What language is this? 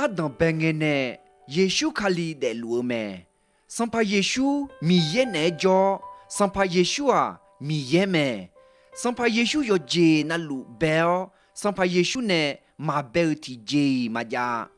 Akha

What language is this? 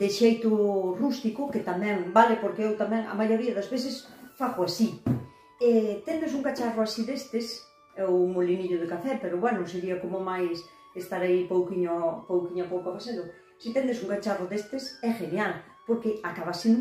Galician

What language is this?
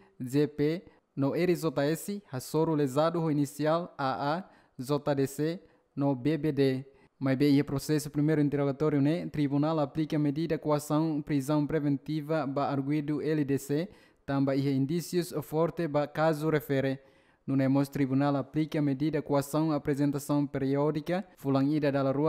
Tetum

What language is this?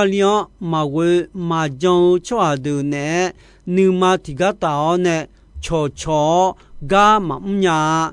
Akha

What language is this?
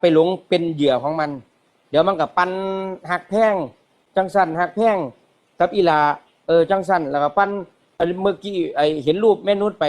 Northeastern Thai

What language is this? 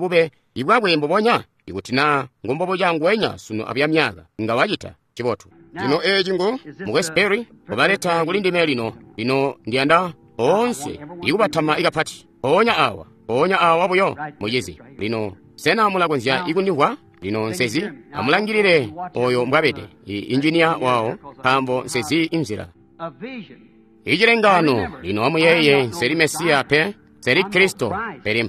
Tonga (Zambia)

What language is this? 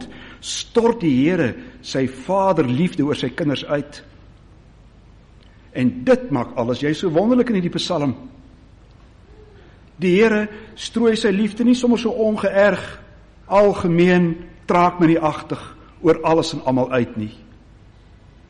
Afrikaans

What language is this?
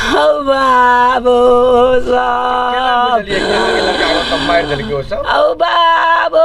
Maithili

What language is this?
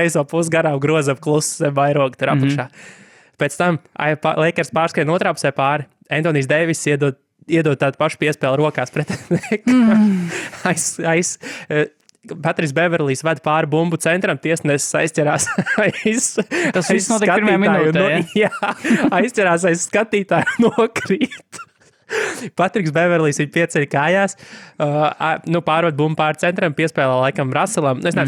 Latvian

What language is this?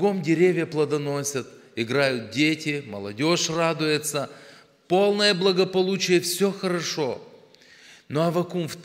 Russian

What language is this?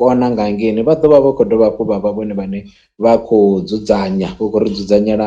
Venda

